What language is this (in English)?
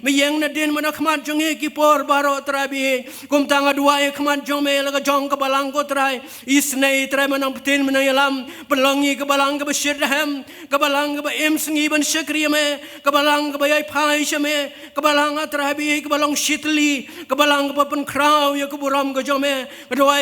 Khasi